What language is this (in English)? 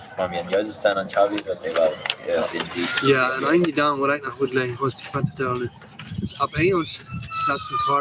Plautdietsch